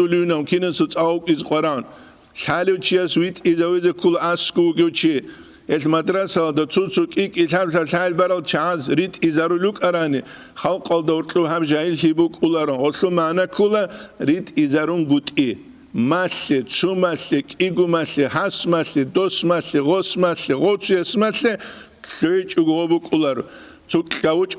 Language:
Avaric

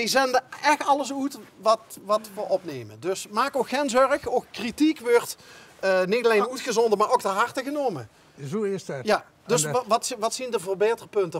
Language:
Limburgish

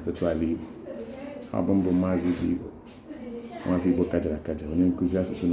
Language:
Igbo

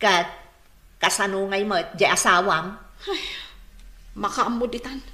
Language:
Iloko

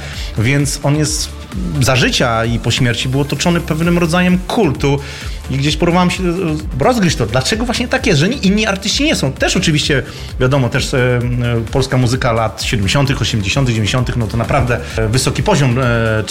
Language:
Polish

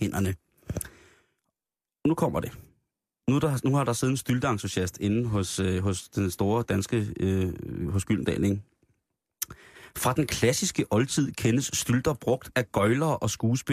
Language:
Danish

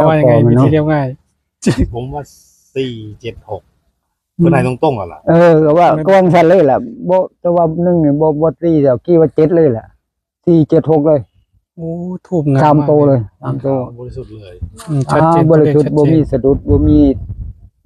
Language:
Northeastern Thai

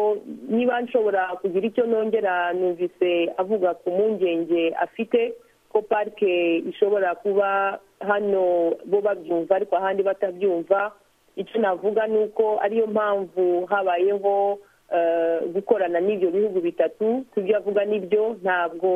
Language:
Kinyarwanda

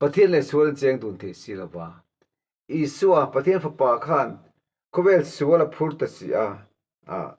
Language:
Mizo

